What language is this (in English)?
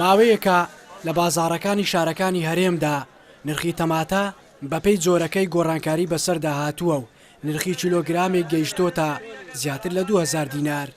Central Kurdish